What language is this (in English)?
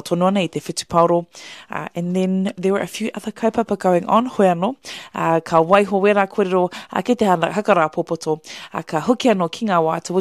Māori